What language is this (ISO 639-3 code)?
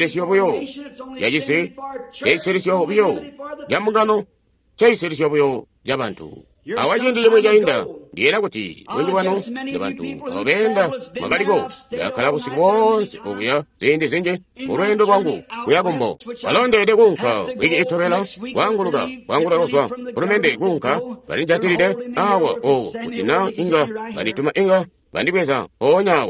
toi